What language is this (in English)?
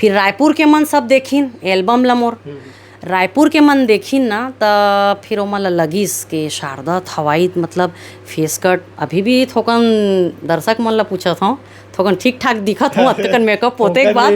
Chhattisgarhi